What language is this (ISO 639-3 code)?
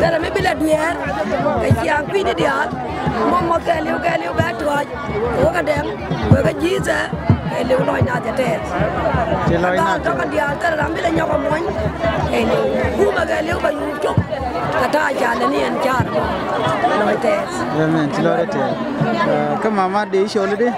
nus